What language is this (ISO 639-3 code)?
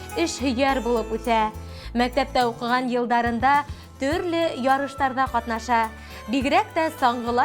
bak